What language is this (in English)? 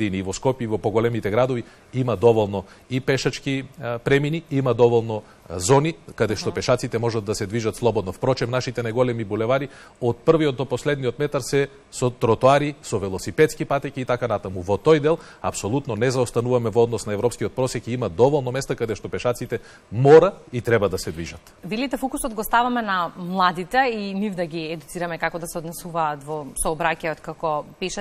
Macedonian